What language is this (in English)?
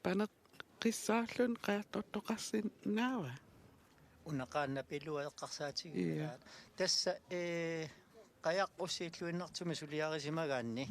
Kalaallisut